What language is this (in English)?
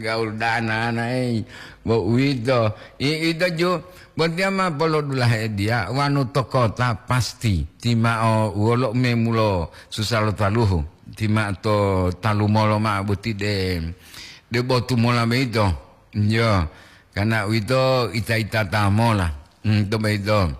Gorontalo